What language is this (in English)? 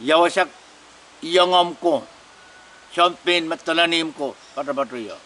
Pohnpeian